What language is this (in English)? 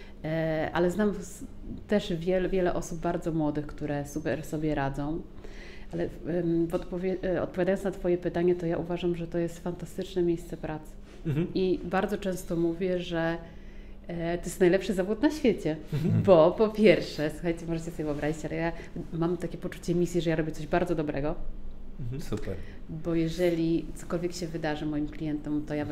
Polish